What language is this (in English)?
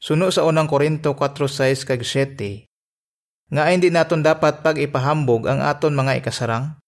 Hiligaynon